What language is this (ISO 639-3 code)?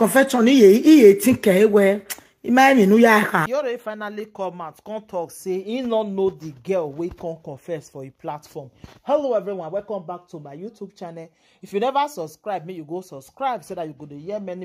pcm